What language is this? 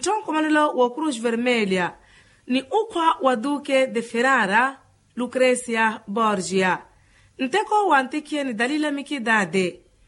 Makhuwa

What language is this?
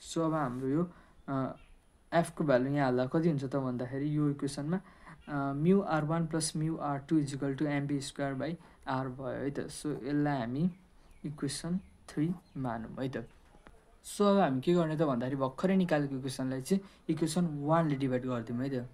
Nepali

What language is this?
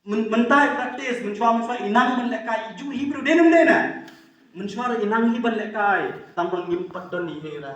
Khasi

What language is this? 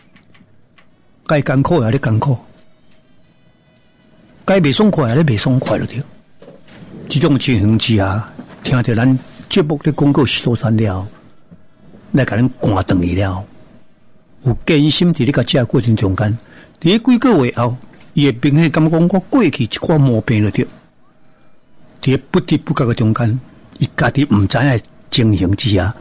Min Nan Chinese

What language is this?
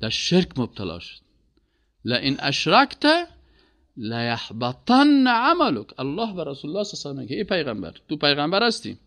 Persian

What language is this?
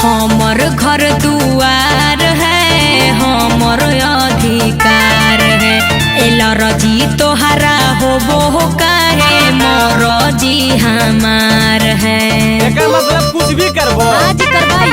Magahi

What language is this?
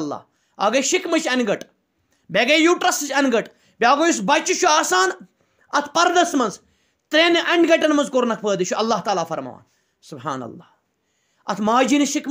Kashmiri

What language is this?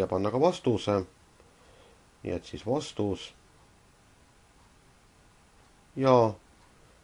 Estonian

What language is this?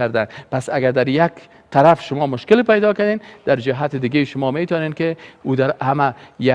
Persian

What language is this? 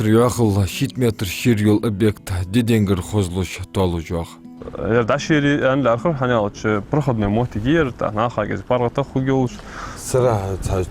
Ingush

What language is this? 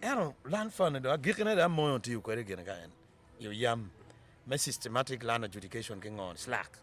Acoli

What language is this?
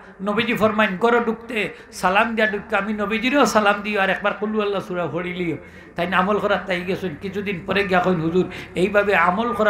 Sylheti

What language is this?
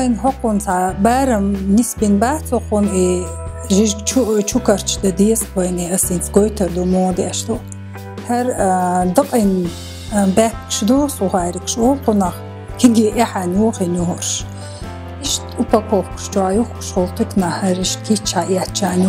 Chechen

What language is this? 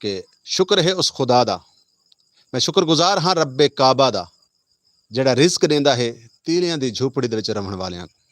Saraiki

